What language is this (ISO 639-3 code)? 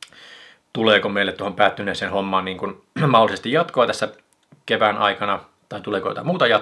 fin